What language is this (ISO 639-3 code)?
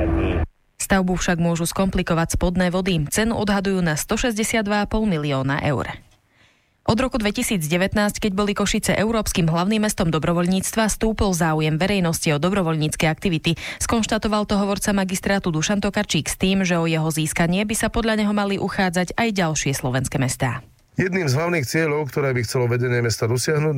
slk